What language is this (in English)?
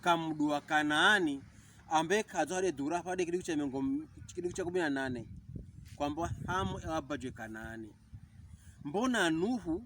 Pokomo